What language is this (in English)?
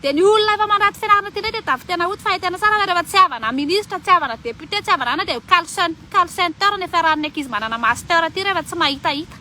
Malagasy